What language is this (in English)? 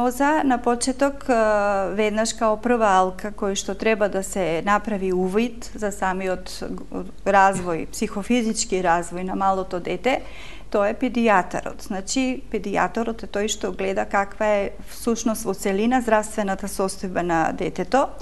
Macedonian